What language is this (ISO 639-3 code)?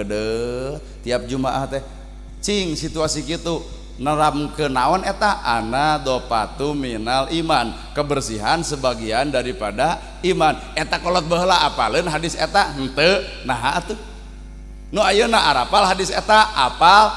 sun